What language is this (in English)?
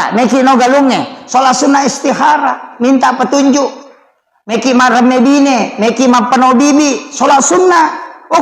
Buginese